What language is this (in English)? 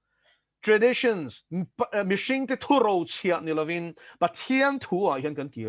Mizo